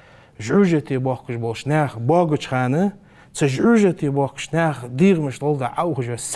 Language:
Ingush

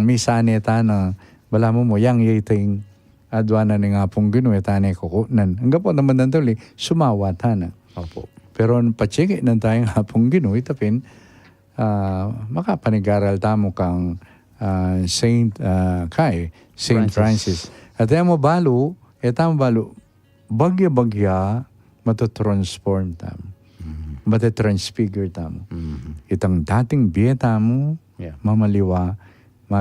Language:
Pampanga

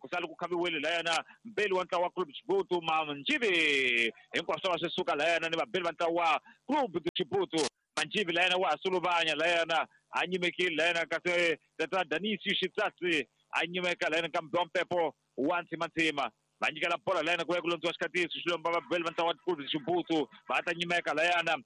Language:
Tsonga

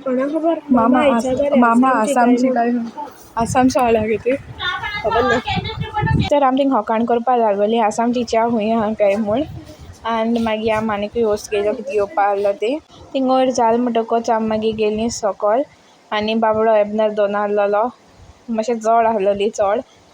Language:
Konkani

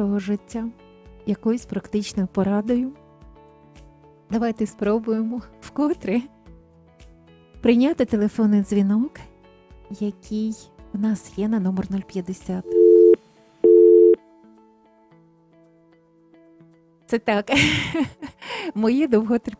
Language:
Ukrainian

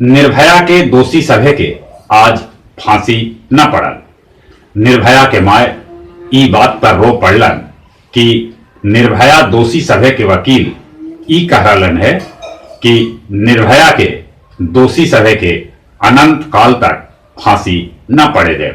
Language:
Magahi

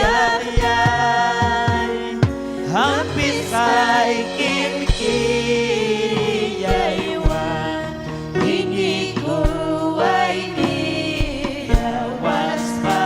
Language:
Ayacucho Quechua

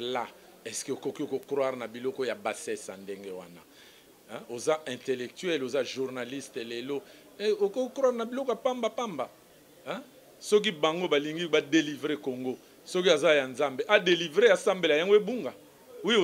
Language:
Lingala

